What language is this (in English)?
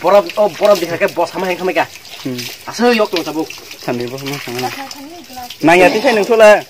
Kok Borok